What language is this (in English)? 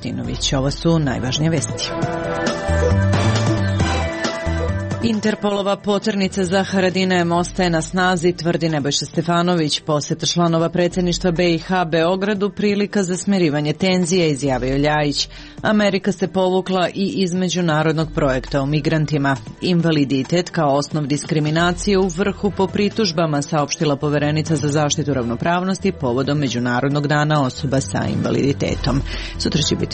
Serbian